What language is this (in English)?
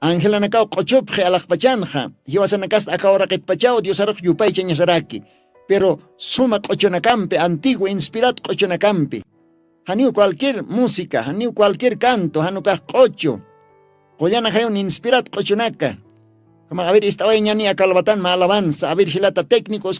Aymara